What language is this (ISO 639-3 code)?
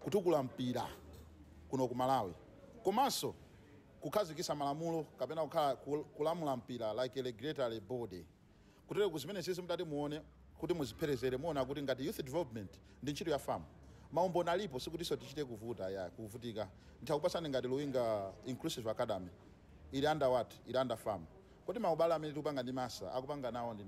nya